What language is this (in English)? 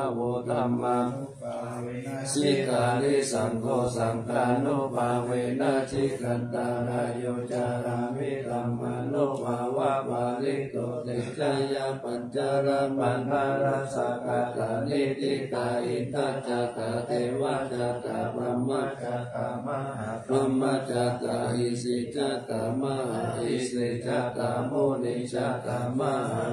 Pali